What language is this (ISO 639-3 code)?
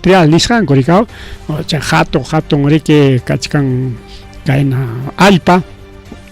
quy